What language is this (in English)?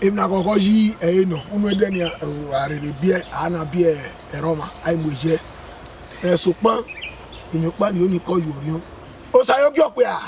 Bini